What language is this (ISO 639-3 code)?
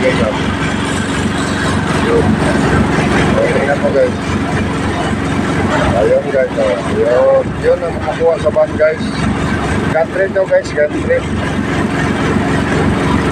fil